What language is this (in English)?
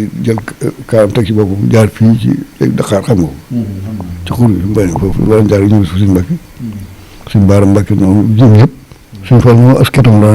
Wolof